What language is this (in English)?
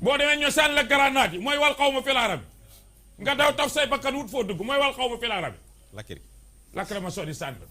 Wolof